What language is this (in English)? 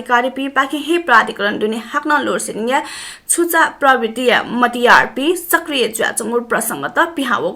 Newari